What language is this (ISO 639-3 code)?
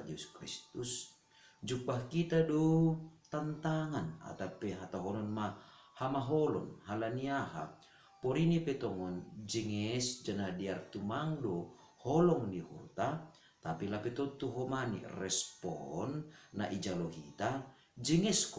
bts